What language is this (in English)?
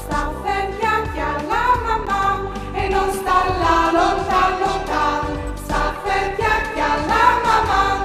Friulian